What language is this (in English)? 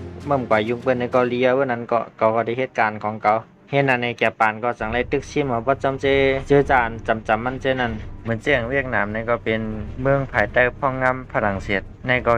Shan